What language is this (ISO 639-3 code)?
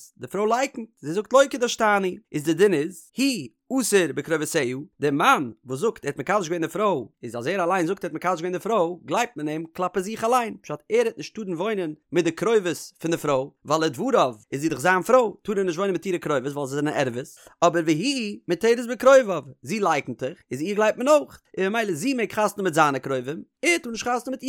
yid